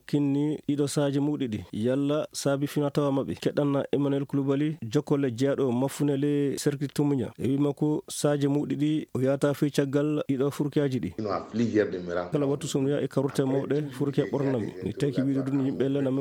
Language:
Nigerian Fulfulde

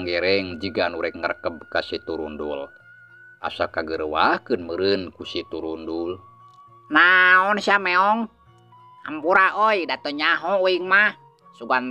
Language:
Sundanese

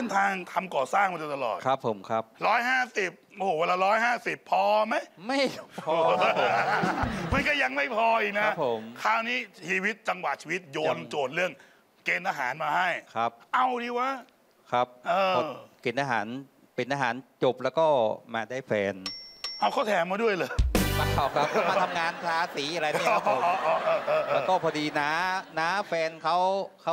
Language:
Thai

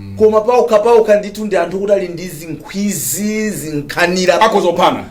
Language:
Nyanja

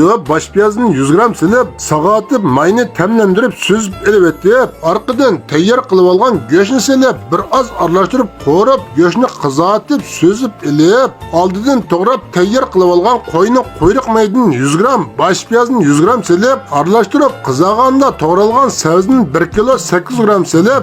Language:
Uyghur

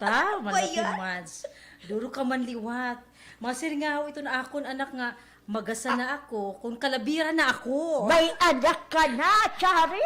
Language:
Waray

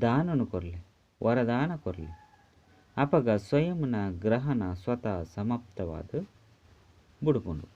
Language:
Tulu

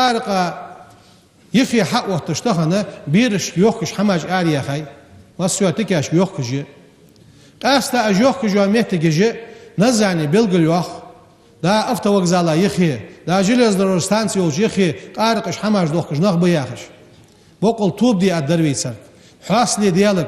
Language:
Ingush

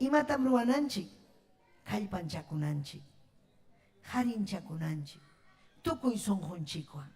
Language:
Ayacucho Quechua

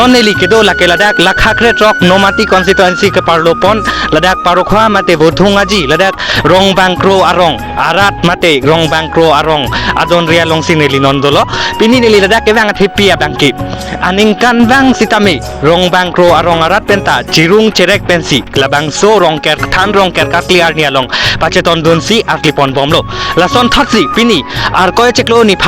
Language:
Karbi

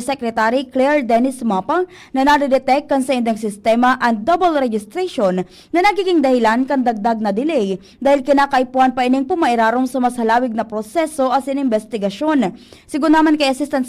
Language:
Bikol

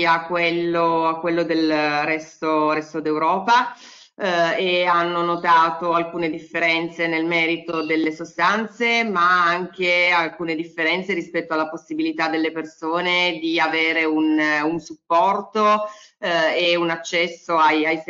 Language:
Italian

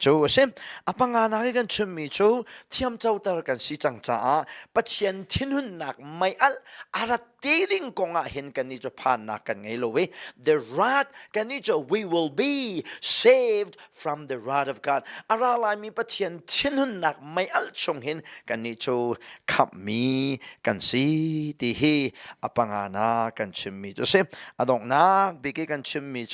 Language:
Hakha Chin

